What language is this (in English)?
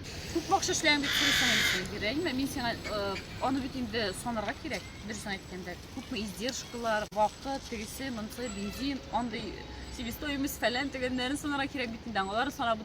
Tatar